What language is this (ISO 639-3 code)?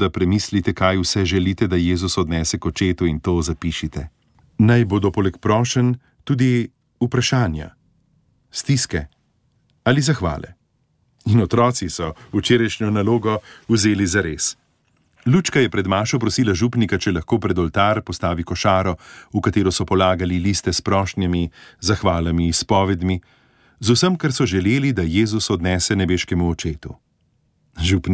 slv